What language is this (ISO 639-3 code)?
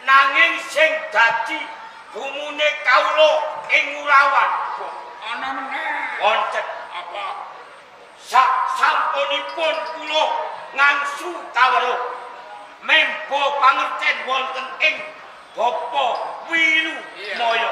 jav